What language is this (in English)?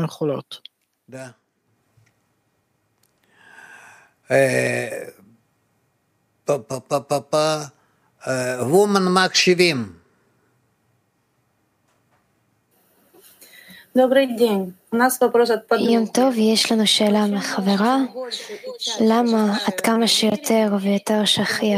Hebrew